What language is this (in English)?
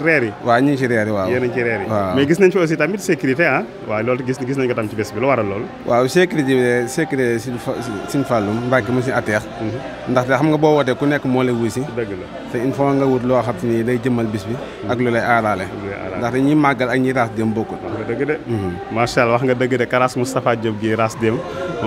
Wolof